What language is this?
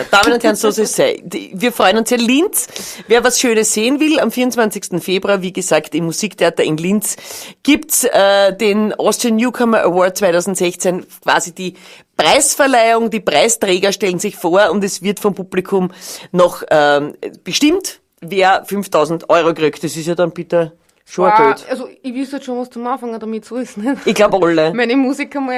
Bavarian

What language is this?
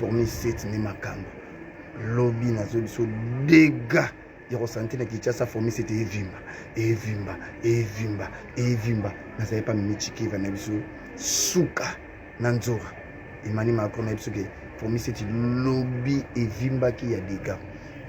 Lingala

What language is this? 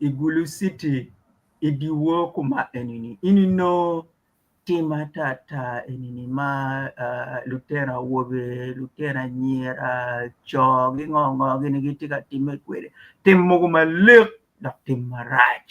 Acoli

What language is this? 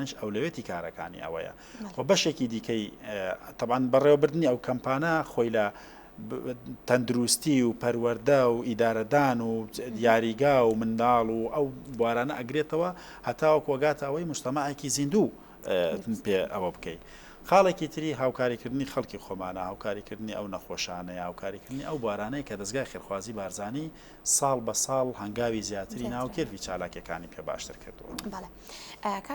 Central Kurdish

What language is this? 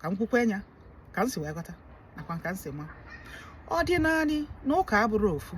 Igbo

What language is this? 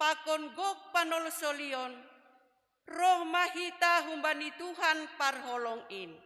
Batak Simalungun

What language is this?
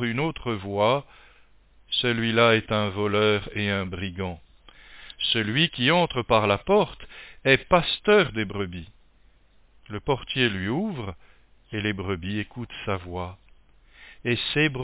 French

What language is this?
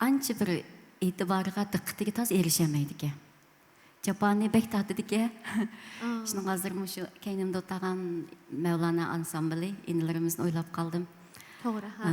Uyghur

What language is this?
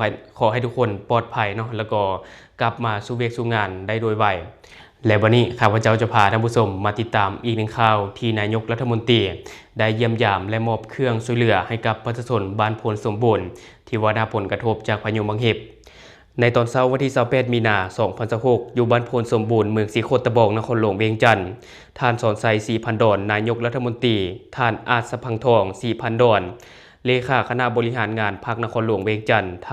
Lao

